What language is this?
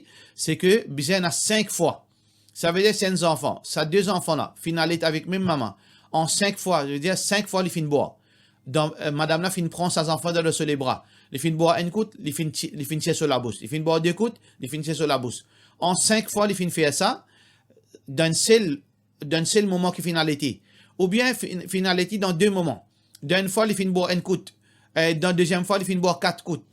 Morisyen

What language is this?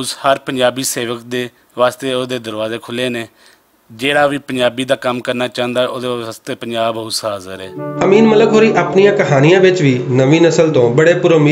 Western Panjabi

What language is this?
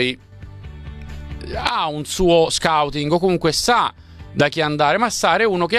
Italian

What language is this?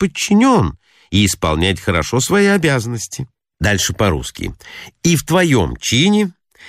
Russian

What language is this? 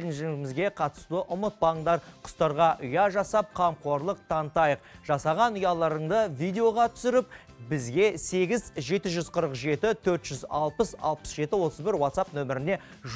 Kazakh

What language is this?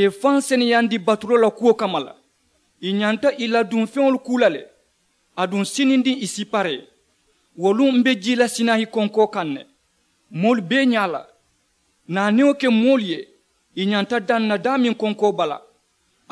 Mandingo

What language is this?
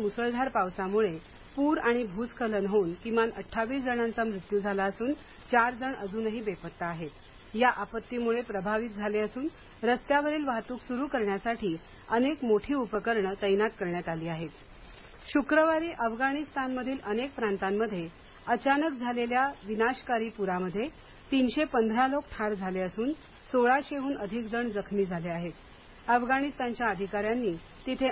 Marathi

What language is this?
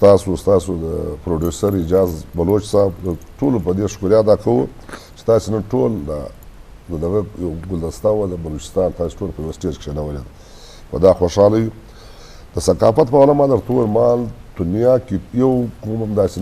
Eastern Balochi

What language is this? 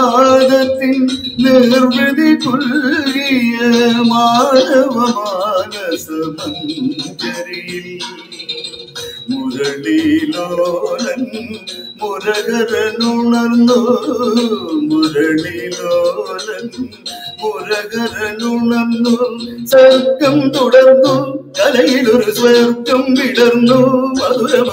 Malayalam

